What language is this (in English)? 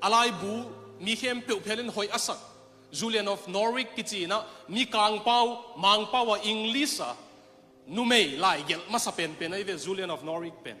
Tedim Chin